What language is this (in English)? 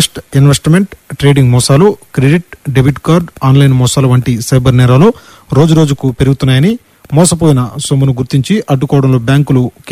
Telugu